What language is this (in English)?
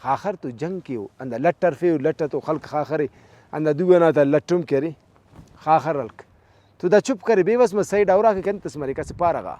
Brahui